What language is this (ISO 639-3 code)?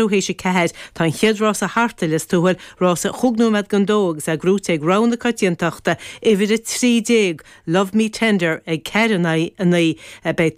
gle